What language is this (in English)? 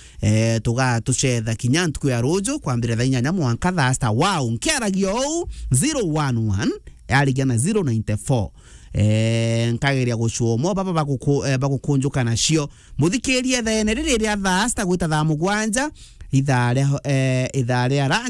Meru